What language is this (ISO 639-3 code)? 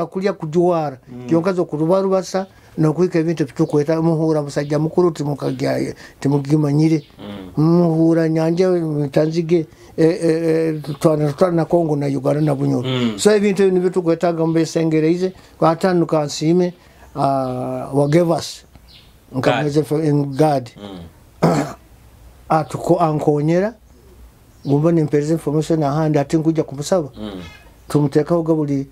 nyo